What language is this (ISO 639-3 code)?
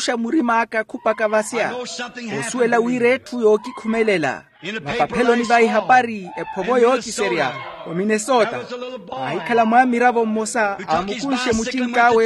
vmw